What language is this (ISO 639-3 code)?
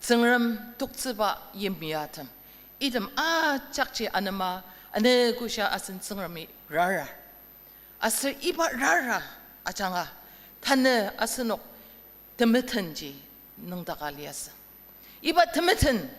njo